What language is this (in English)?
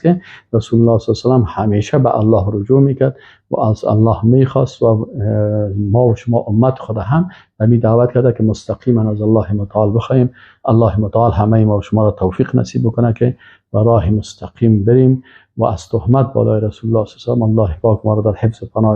Persian